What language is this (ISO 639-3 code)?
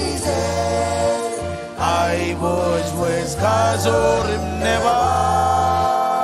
mah